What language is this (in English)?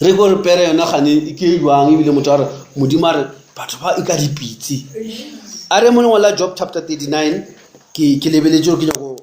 Northern Sotho